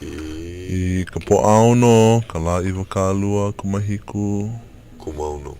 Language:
Hawaiian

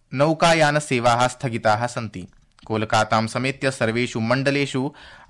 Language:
Sanskrit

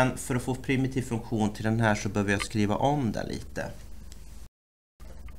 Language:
Swedish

